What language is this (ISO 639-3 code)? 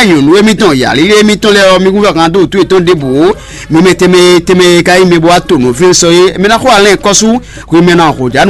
fon